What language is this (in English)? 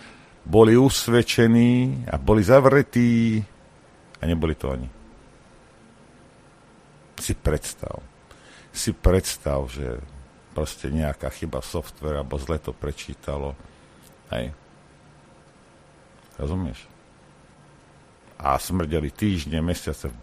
Slovak